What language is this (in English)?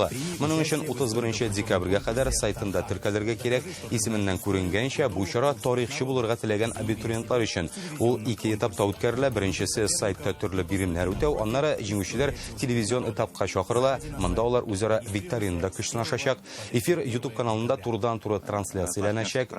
Tatar